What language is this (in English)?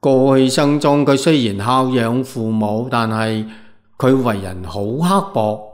Cantonese